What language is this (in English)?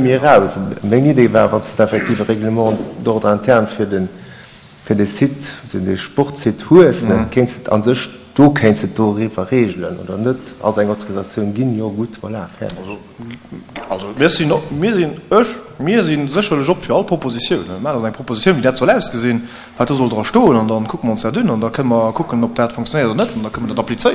Luxembourgish